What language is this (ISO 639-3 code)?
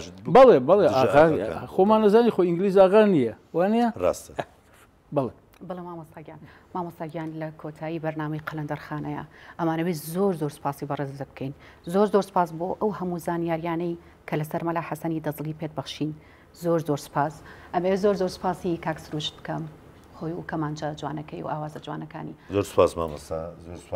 ckb